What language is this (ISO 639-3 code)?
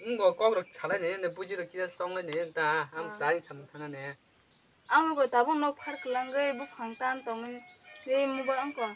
trp